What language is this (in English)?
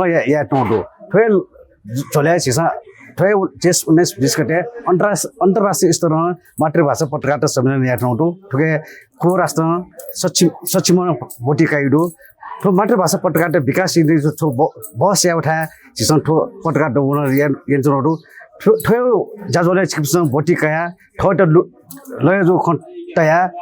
Newari